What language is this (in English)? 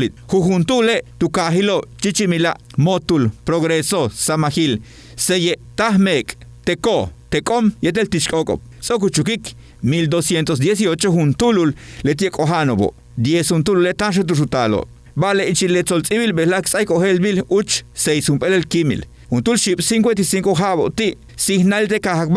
Yucateco